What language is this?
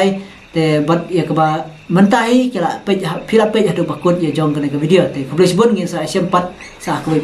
Khasi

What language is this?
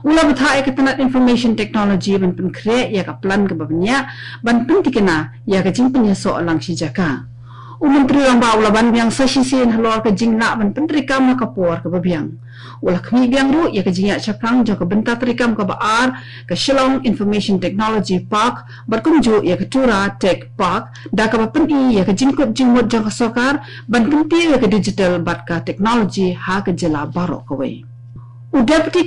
Khasi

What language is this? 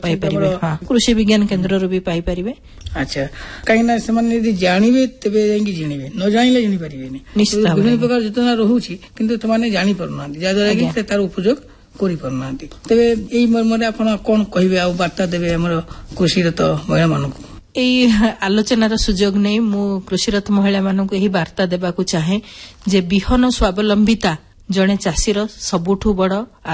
Odia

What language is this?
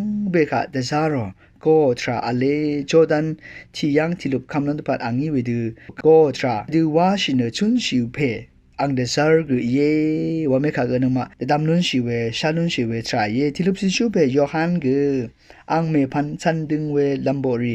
Rawang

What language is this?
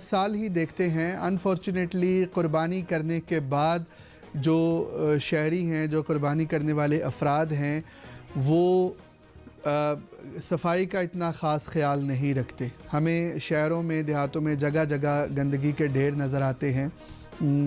Urdu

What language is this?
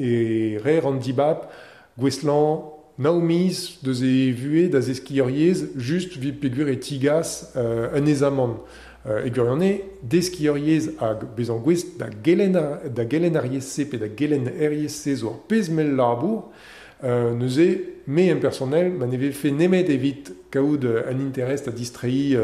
Breton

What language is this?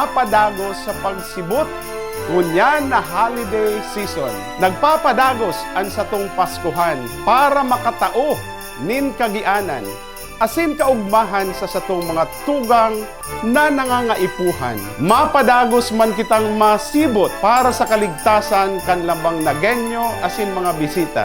Bikol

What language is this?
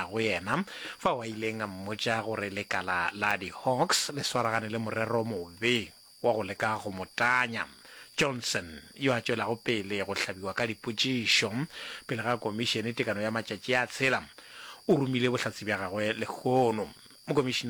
Northern Sotho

